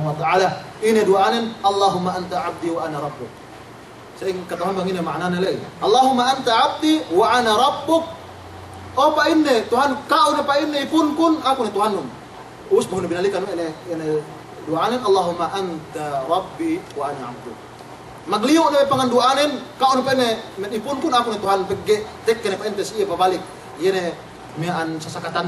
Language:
Yakan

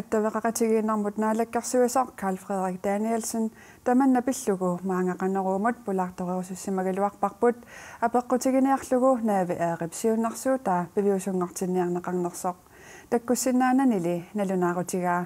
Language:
Kalaallisut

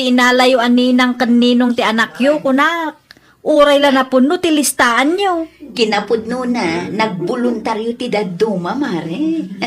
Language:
Iloko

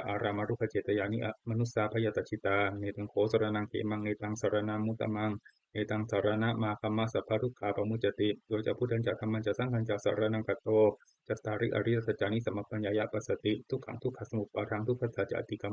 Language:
Pali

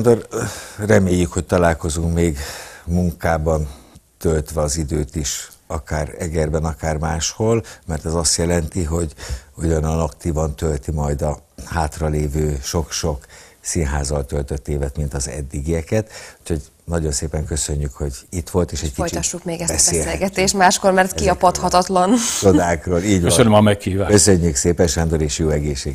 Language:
Hungarian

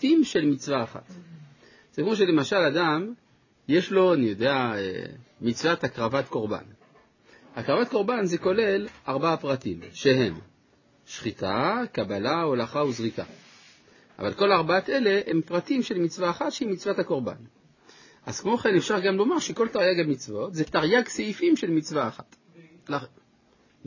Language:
Hebrew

